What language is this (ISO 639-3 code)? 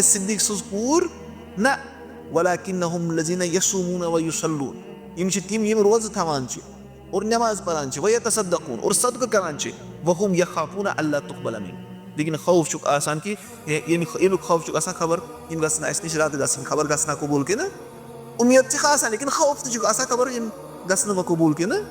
kas